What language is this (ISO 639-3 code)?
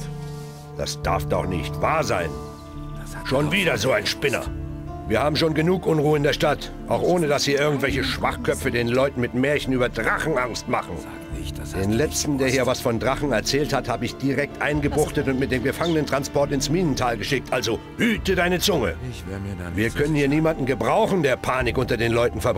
bar